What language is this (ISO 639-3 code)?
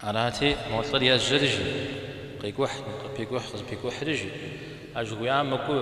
kbd